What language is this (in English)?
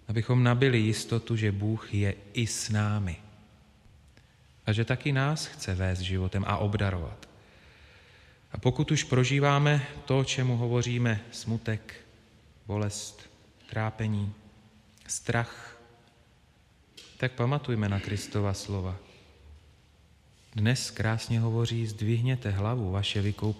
Czech